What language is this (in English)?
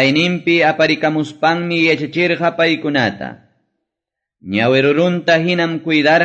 Quechua